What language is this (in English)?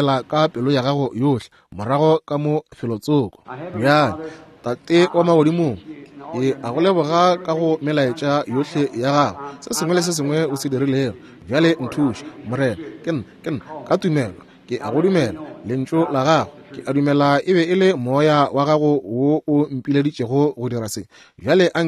Northern Sotho